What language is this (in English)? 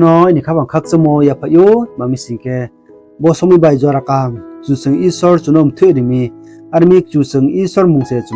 Riang (India)